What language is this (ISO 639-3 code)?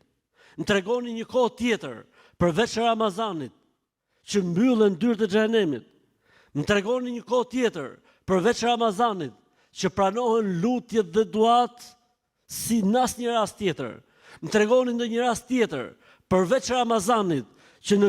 sqi